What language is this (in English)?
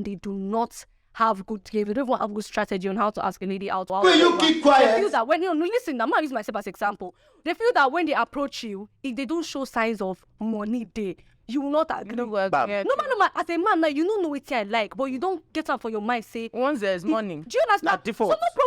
Nigerian Pidgin